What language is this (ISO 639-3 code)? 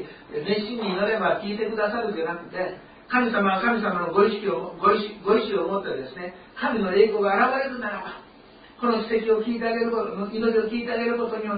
jpn